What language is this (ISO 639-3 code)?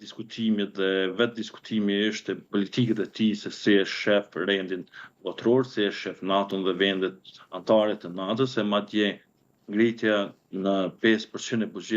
sqi